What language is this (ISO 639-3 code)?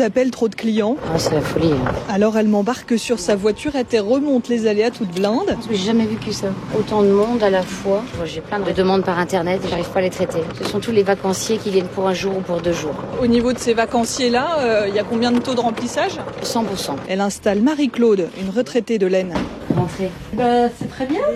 fra